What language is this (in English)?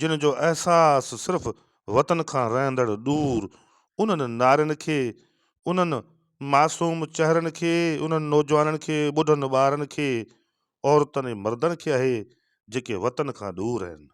Sindhi